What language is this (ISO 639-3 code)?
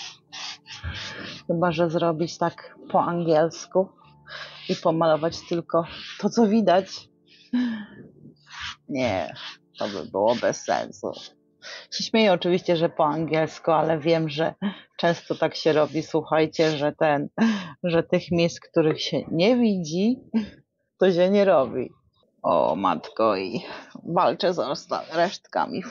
pol